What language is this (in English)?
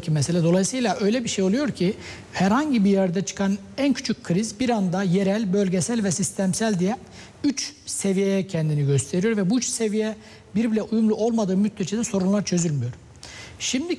Turkish